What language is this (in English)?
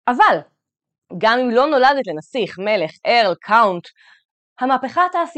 Hebrew